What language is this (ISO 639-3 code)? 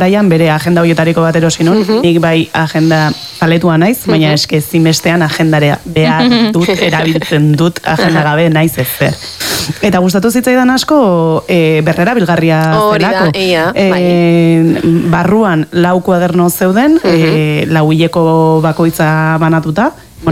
eus